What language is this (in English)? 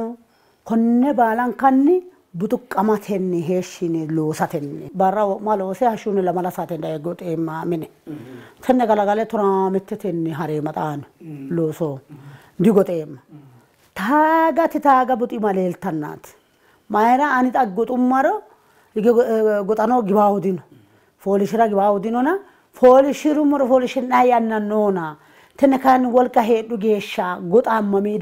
Sidamo